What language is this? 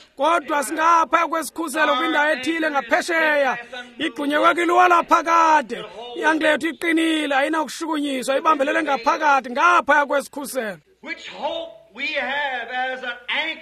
Xhosa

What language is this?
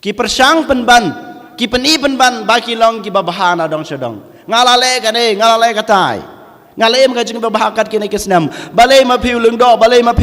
Khasi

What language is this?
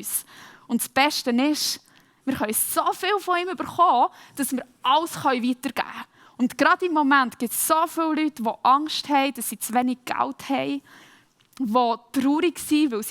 Swiss German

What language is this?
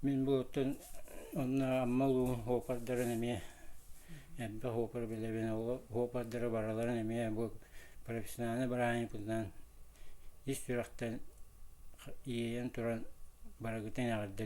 Yakut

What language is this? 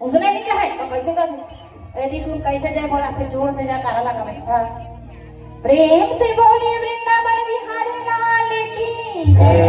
Chhattisgarhi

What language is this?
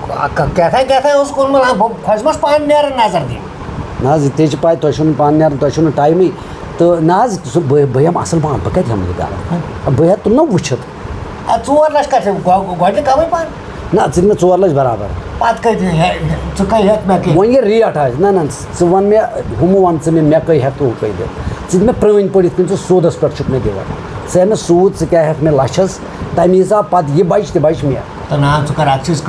Kashmiri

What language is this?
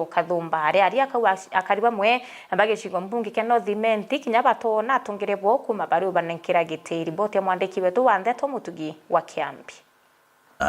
Meru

